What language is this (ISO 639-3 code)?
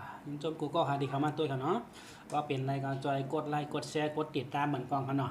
shn